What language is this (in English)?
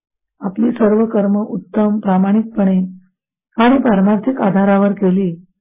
Marathi